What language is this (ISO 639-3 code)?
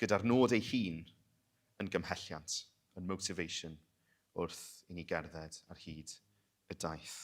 cym